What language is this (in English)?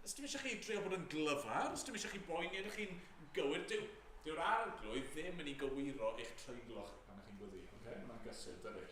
Welsh